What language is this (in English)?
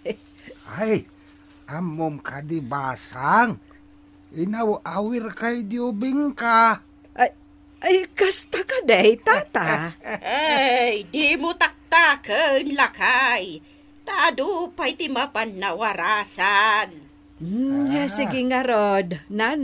Iloko